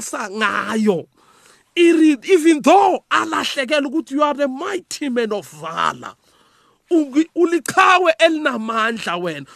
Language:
South Ndebele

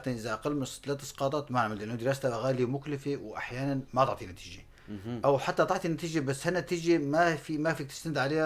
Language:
North Levantine Arabic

